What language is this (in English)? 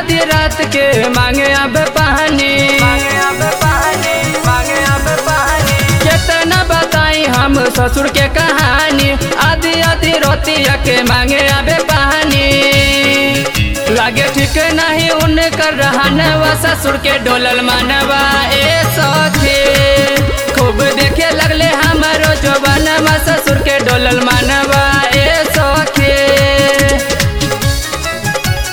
Bhojpuri